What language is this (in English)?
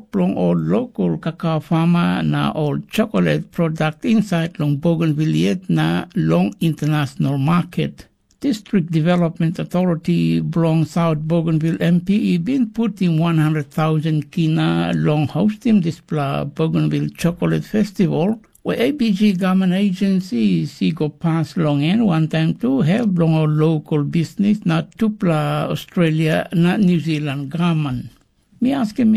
Tok Pisin